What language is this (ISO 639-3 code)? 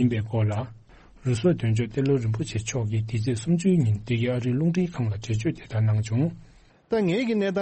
bod